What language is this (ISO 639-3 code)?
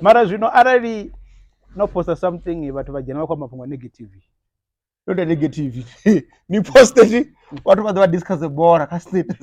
ven